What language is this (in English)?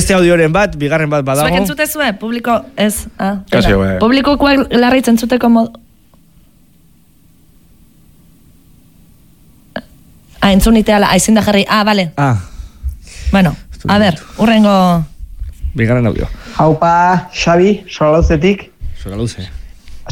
Basque